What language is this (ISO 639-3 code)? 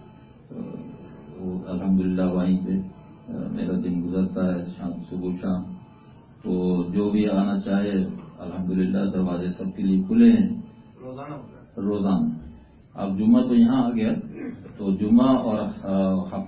urd